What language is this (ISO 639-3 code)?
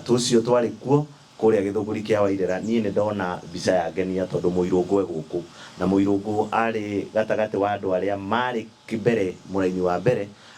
kik